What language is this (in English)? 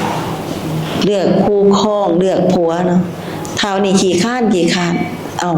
Lao